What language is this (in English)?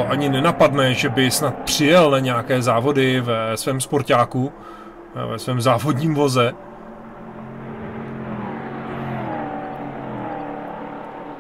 Czech